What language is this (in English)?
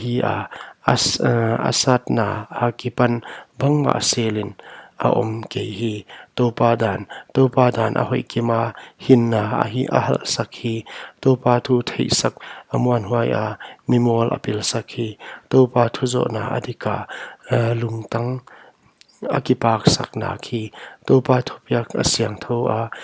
Paite Chin